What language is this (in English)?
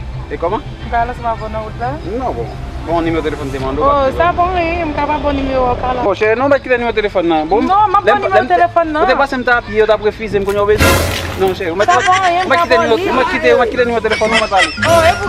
Haitian Creole